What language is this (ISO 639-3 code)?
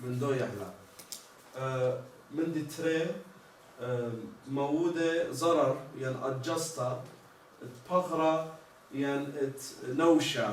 aii